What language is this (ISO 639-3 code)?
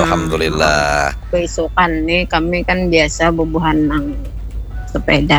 bjn